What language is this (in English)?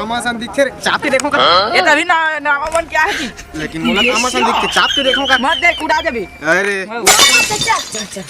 Chhattisgarhi